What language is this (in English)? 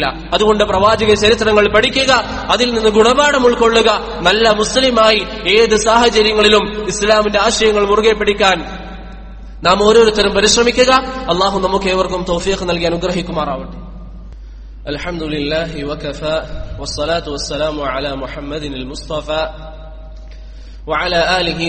Malayalam